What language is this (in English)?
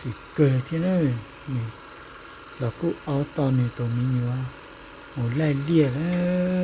Hmong